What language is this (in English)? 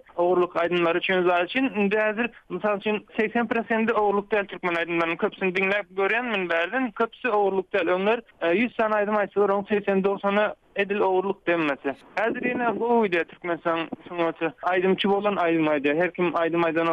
Turkmen